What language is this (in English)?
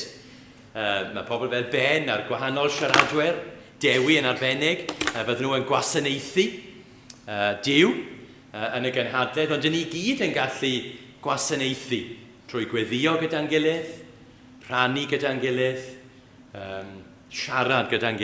Welsh